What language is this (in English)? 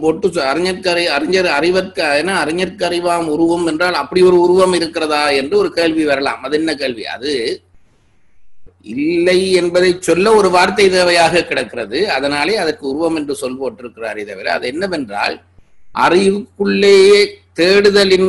Tamil